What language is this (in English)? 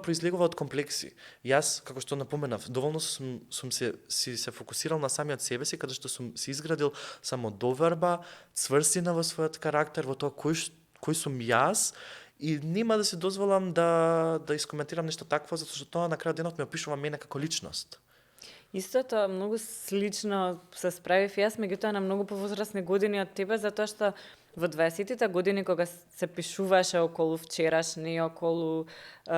Macedonian